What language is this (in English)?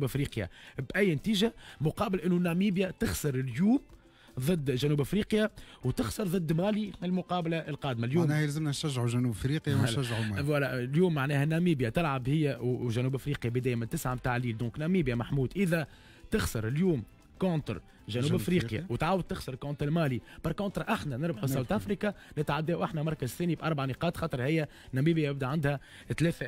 Tunisian Arabic